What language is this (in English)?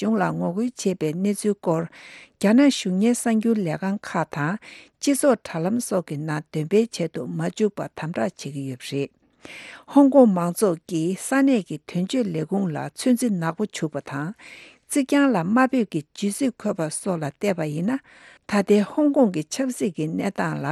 Tibetan